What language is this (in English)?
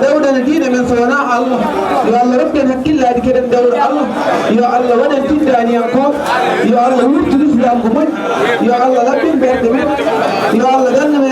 Fula